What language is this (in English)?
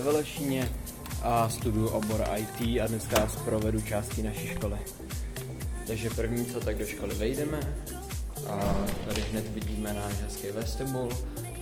Czech